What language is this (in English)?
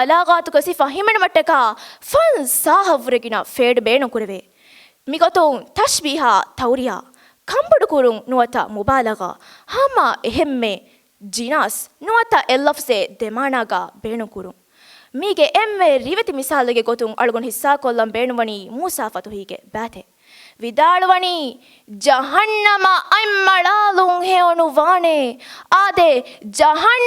Divehi